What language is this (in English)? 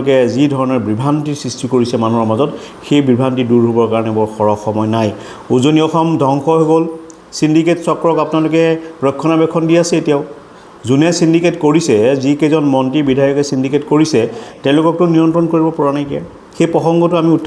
Assamese